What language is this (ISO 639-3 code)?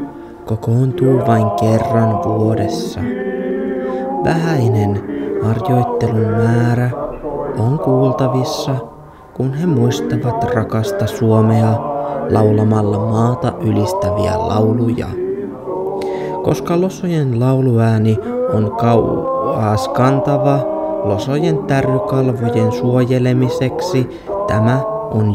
fin